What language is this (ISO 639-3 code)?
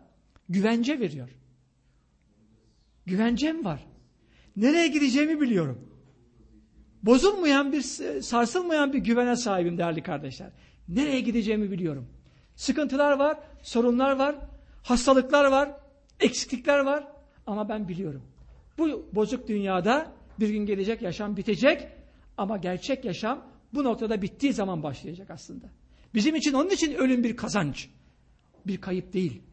tur